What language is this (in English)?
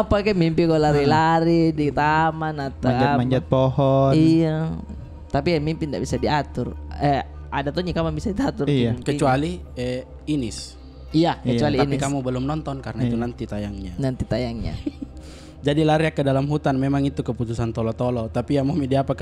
Makassar Malay